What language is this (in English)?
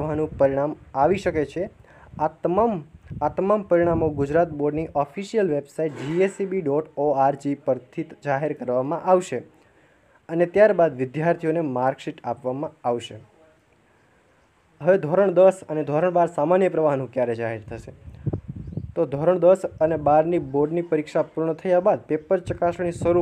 Gujarati